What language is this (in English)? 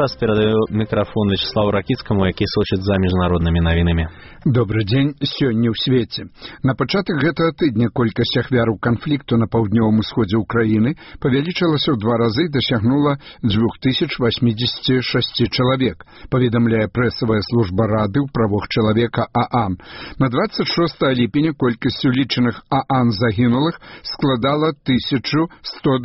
Belarusian